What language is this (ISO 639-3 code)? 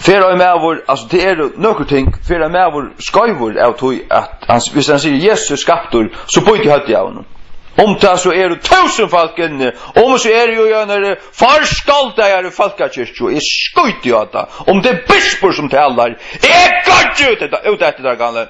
fao